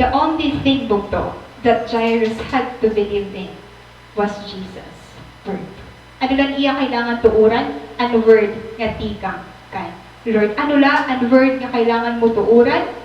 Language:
Waray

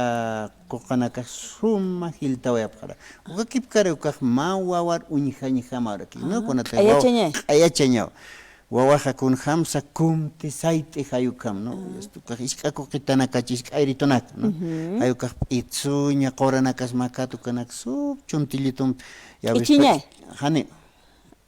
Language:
Aymara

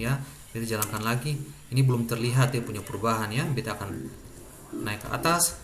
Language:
Ambonese Malay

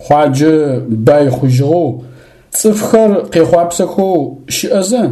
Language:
Adyghe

